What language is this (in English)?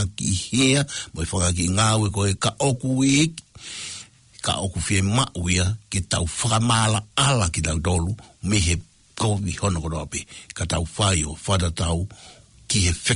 Tongan